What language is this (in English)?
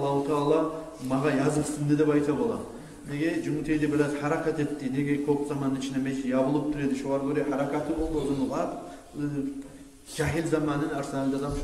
Kumyk